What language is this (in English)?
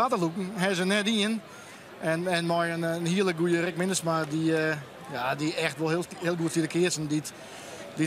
Western Frisian